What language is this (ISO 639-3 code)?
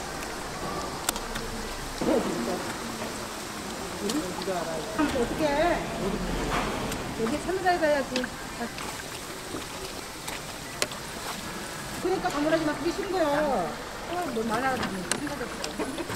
kor